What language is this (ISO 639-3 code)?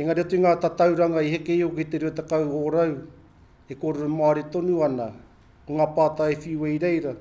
mri